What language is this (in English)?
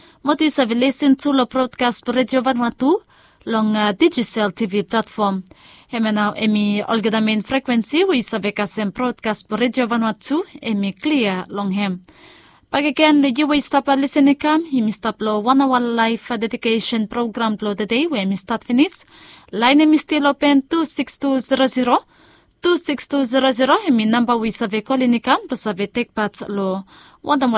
Bislama